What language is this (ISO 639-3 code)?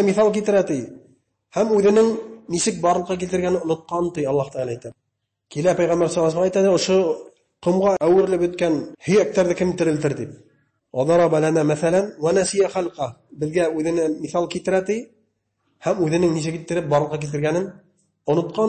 bak